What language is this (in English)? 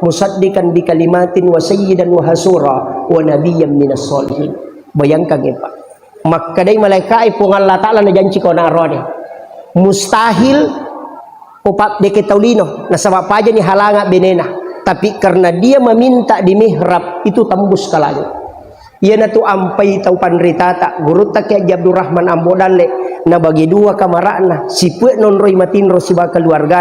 Buginese